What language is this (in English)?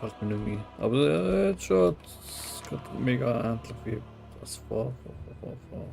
Swiss German